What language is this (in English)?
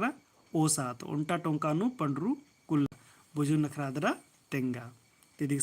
Kurukh